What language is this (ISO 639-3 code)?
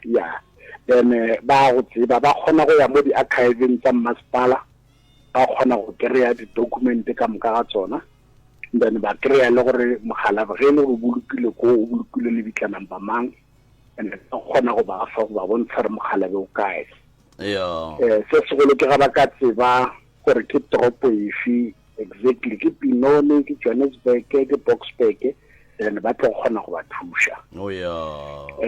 nso